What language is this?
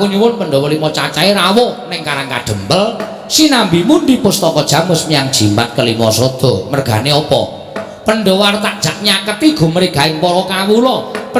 Javanese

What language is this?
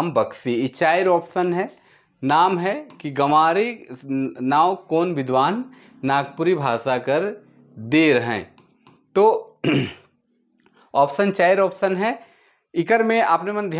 Sadri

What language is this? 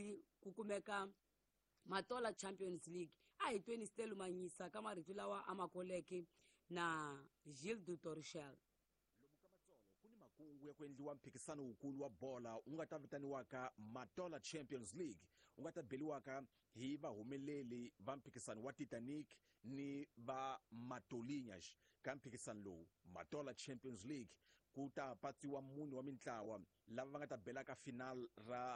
Tsonga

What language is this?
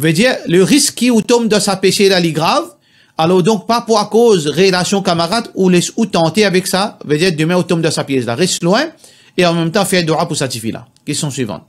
Morisyen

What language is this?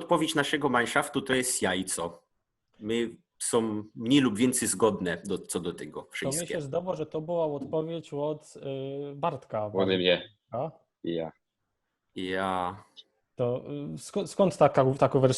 Silesian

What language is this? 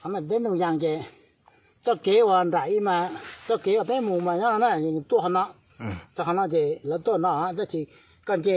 Hmong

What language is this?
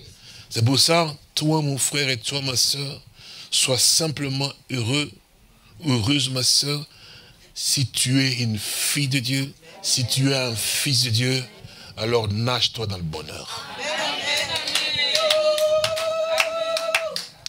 French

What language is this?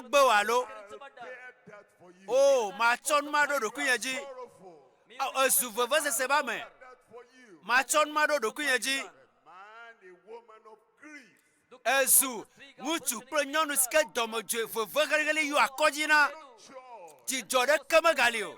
Ewe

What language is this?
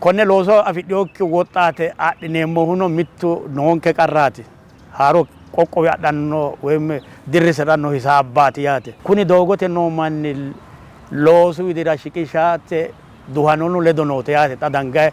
Sidamo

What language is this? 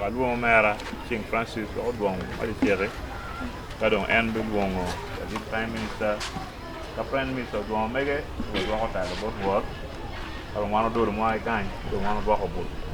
Acoli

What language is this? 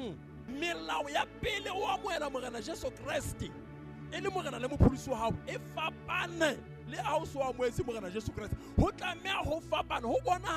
Southern Sotho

